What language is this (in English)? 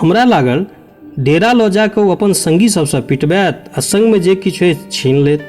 Maithili